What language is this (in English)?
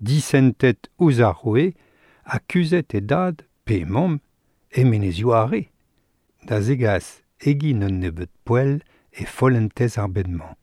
Breton